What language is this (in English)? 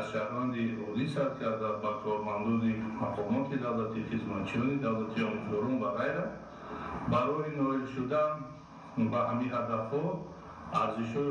Tajik